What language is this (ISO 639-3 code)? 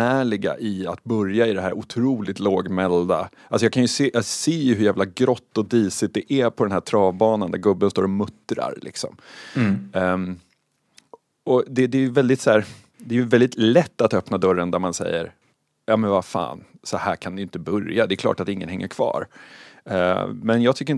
swe